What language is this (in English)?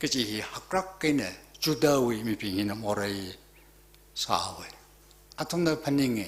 Tangkhul Naga (India)